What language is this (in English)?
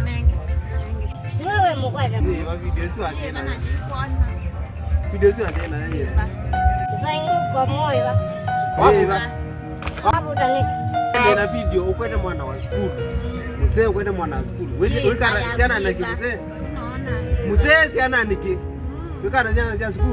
Kamba